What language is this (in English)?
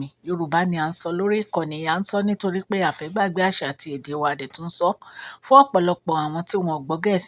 Yoruba